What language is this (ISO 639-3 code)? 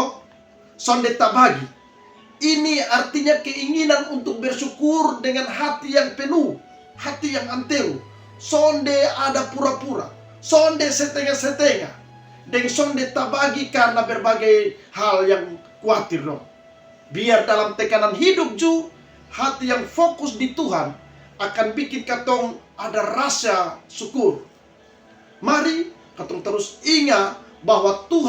mkn